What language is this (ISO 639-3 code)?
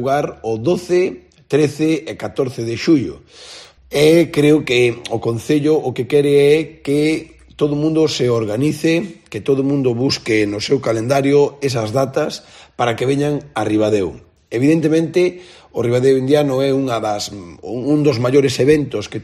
glg